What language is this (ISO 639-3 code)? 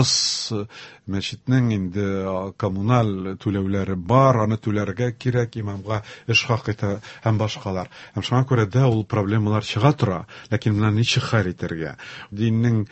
tat